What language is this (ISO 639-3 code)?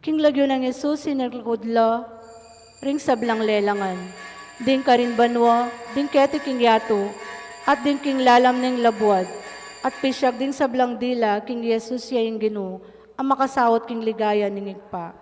pam